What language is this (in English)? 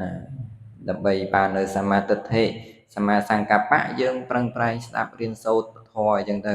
Khmer